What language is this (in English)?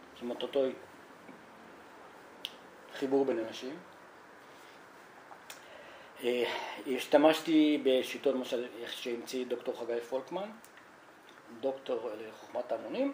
Hebrew